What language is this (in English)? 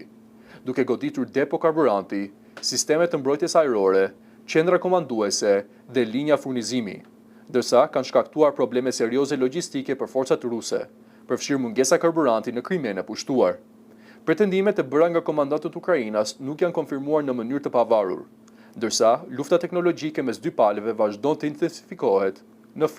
Albanian